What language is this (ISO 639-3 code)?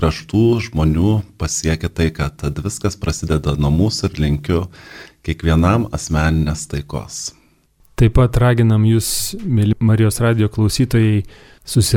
lit